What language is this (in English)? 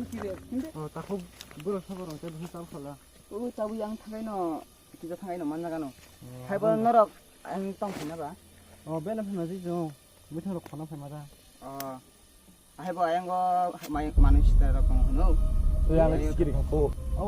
Kok Borok